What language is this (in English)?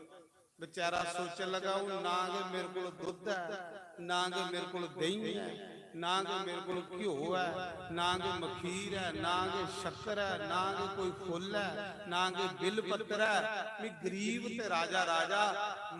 Dogri